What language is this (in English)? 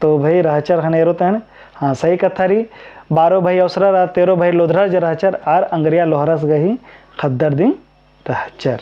Kurukh